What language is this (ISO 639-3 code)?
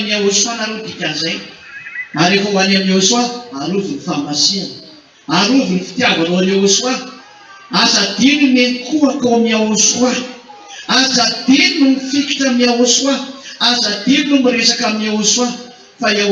mlg